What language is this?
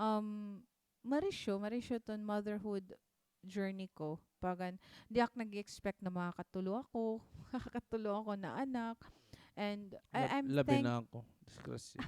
Waray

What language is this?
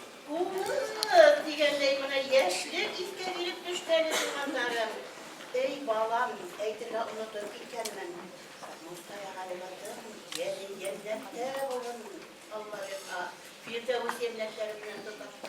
Bashkir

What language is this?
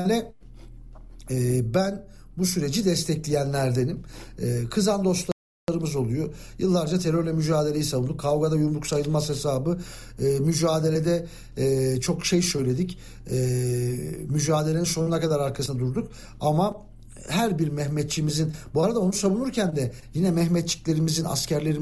Turkish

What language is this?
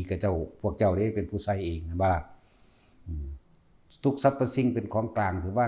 Northeastern Thai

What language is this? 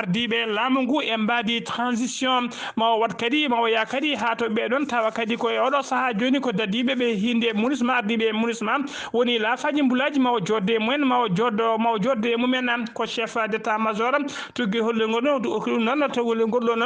Fula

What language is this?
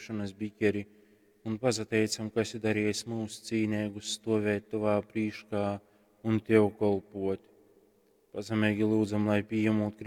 Latgalian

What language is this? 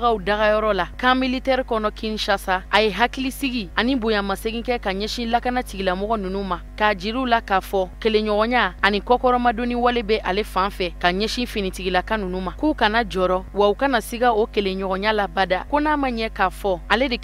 Bambara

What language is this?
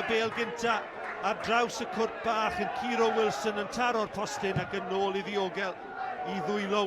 Welsh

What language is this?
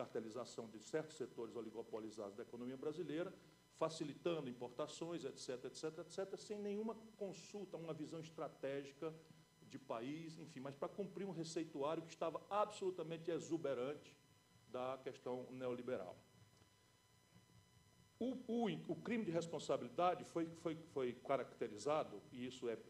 Portuguese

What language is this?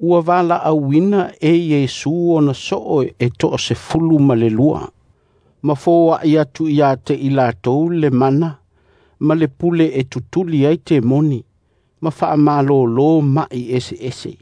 Samoan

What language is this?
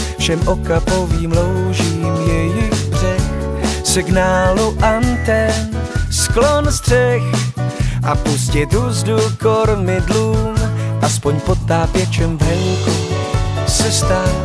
Czech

